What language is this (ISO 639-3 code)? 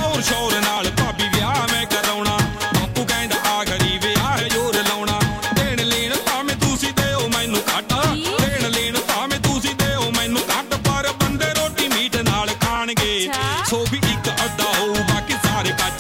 pan